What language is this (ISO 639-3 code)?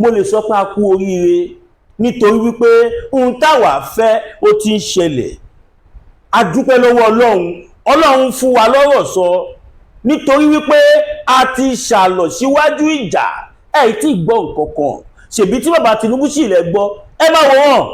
yor